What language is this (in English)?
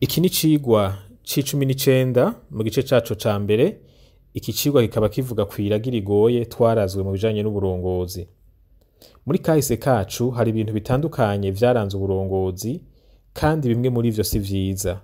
Rundi